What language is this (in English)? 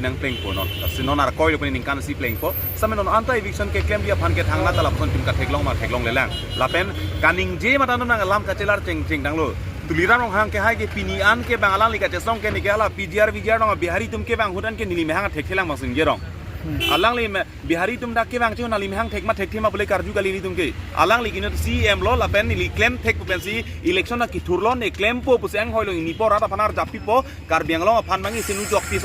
Karbi